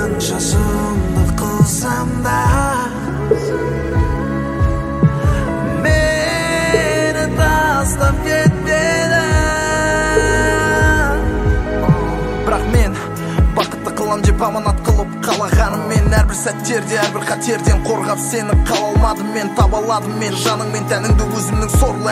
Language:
Kazakh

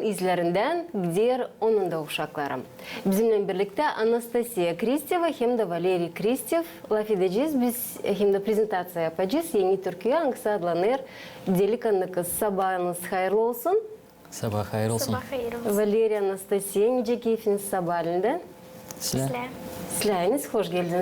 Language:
Gagauz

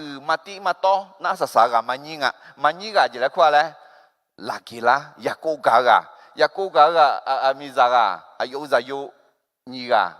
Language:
Akha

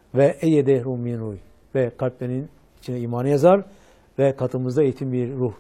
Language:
Turkish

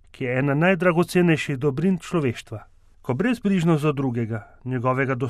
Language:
Slovenian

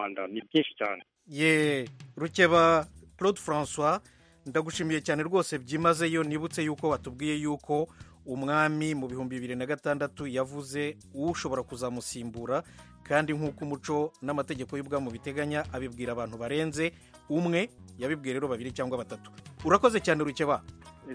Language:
Kinyarwanda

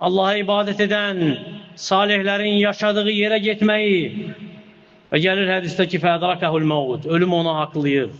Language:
Azerbaijani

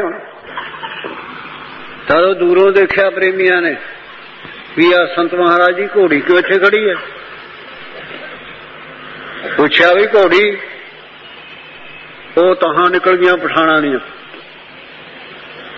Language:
Punjabi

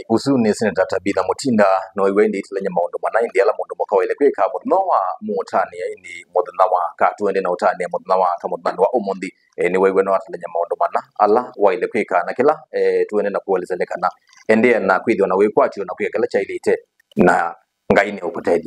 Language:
Kamba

